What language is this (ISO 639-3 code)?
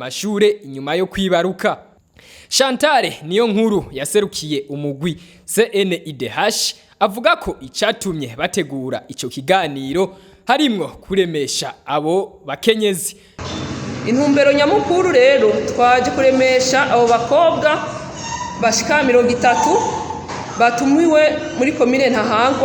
run